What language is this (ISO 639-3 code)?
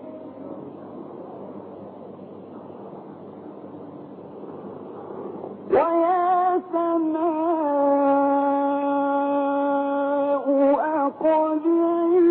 ara